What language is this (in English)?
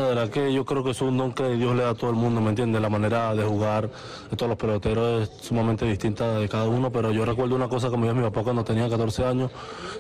Spanish